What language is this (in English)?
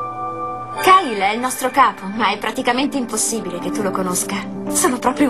Italian